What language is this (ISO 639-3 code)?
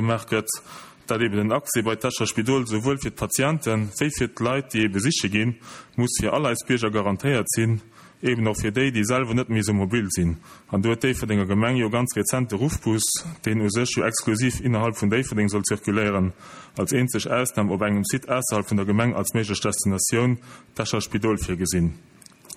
ltz